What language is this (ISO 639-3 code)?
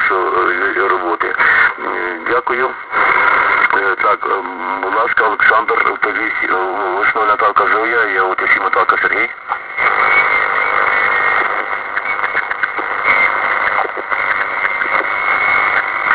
ukr